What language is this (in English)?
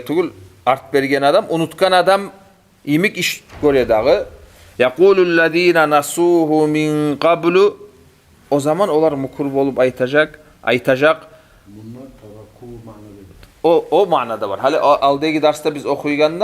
Kumyk